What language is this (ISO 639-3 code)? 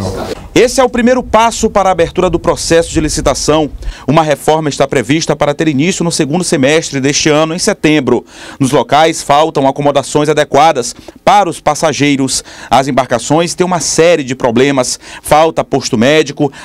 por